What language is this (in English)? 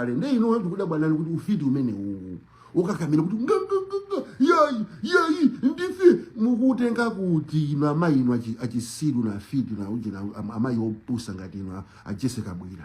Nyanja